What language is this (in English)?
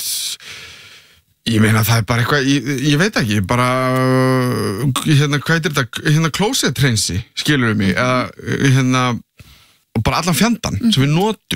Icelandic